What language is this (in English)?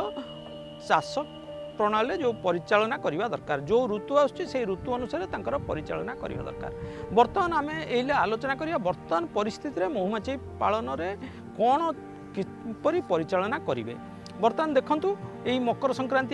Odia